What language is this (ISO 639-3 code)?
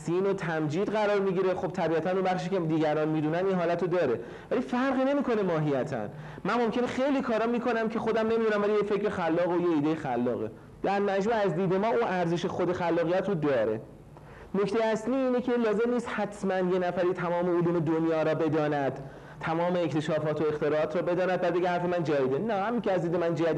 fas